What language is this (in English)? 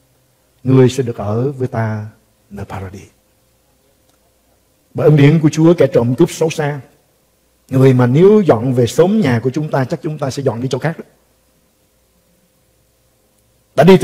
Vietnamese